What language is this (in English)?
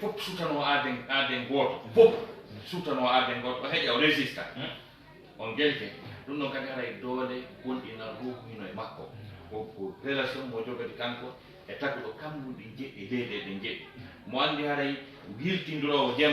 Fula